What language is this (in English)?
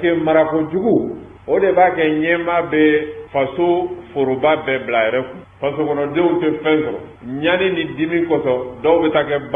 Bambara